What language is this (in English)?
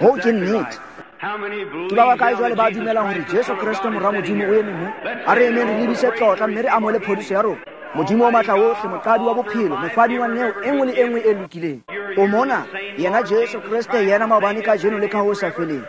Tswana